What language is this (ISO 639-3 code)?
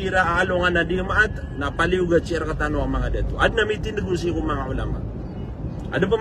mrw